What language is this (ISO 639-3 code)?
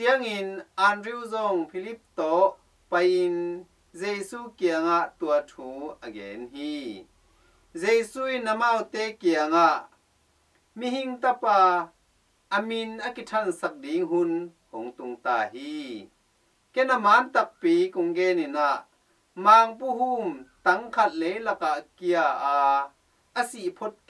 ctd